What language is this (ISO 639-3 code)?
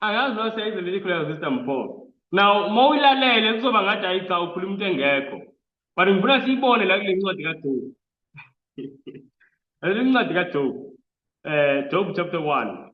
zul